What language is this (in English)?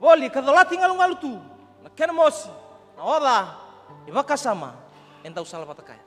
Fijian